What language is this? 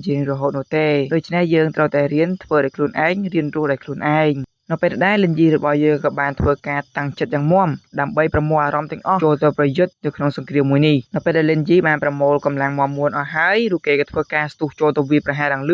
Khmer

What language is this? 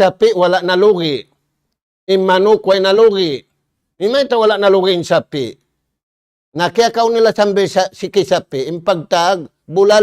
Tausug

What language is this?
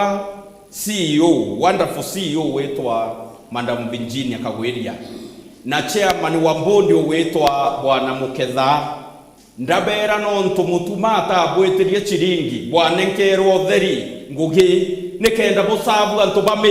Meru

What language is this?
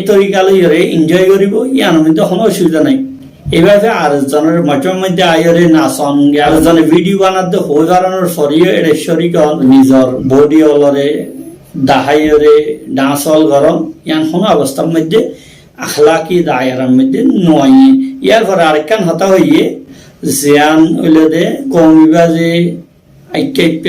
Rohingya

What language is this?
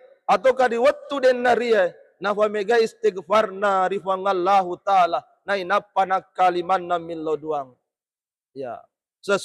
Buginese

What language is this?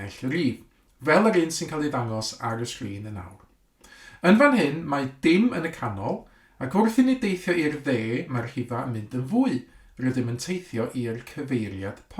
Welsh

